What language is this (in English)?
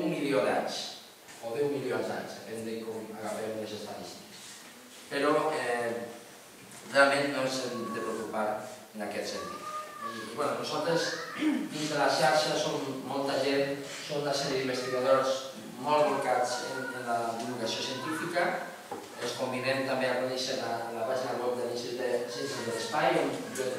Catalan